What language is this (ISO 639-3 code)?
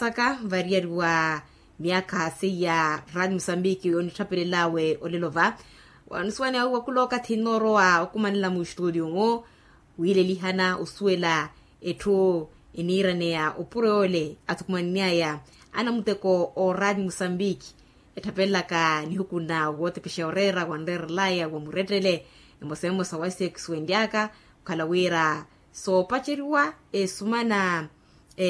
vmw